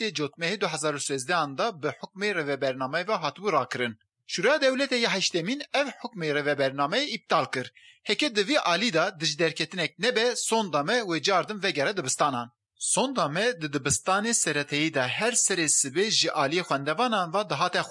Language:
Kurdish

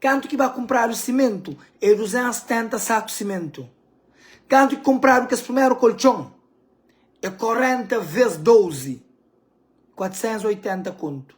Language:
Kabuverdianu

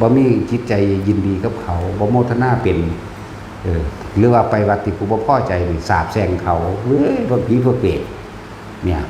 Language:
Northeastern Thai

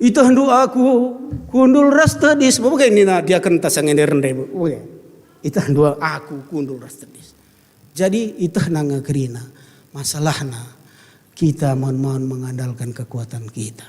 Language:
Batak Karo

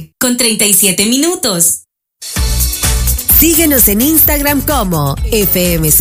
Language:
Spanish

